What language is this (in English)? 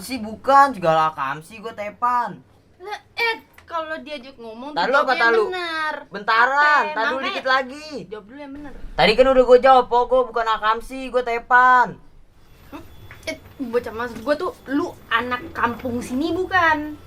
Betawi